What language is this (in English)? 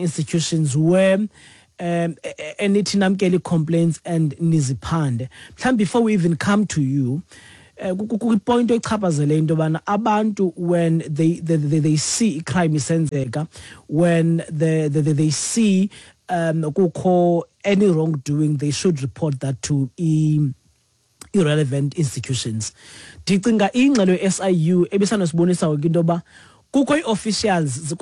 Xhosa